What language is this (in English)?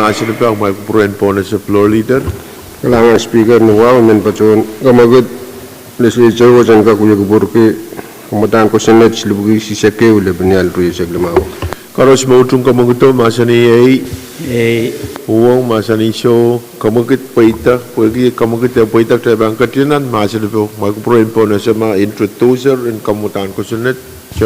Pohnpeian